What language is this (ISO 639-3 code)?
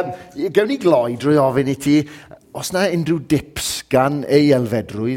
cym